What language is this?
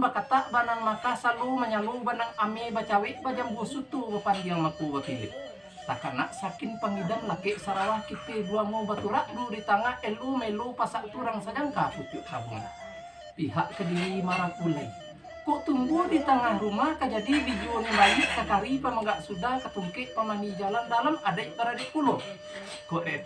Minangkabau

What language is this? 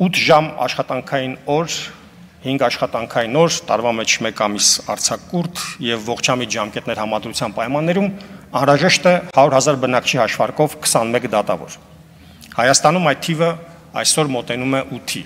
Armenian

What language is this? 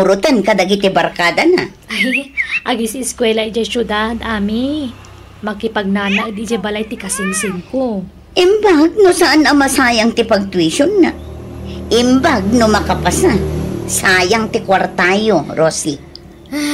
Iloko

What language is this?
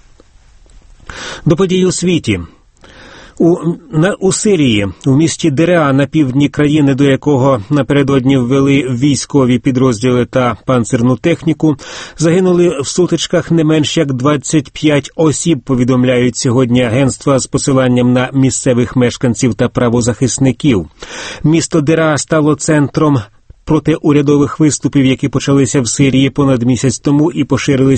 Ukrainian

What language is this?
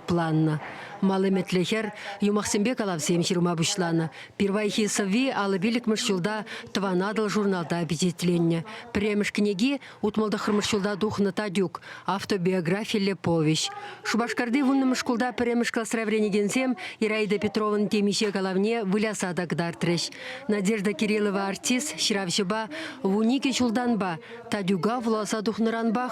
Chuvash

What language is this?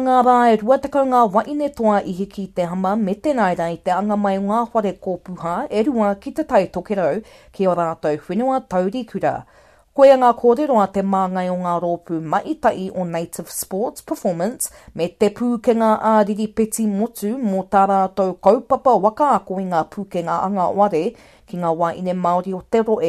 Māori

